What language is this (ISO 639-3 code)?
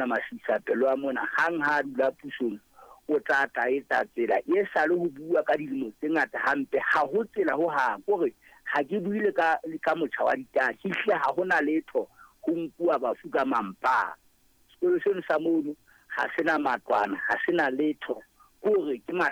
sot